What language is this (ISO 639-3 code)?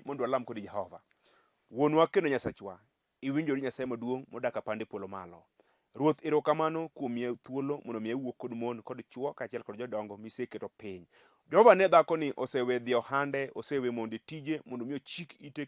luo